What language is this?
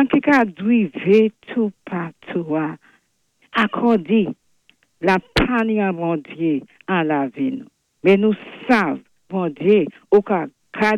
Saint Lucian Creole French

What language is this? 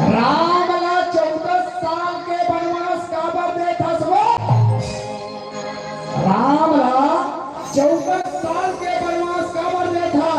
Chhattisgarhi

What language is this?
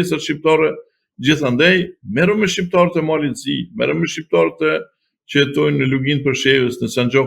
Albanian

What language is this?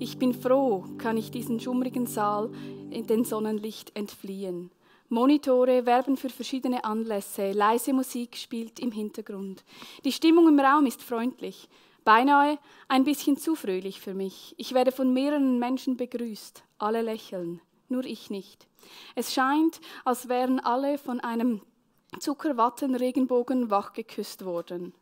Swiss German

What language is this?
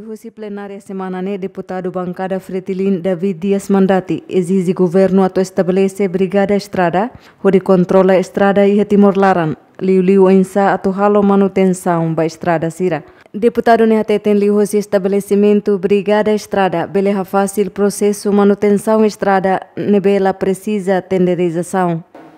Tetum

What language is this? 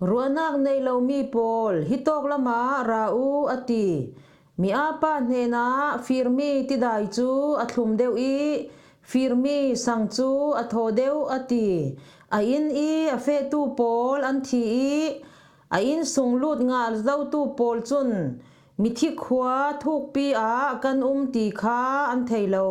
Falam Chin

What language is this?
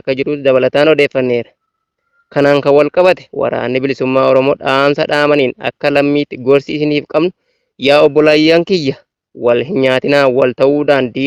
Oromo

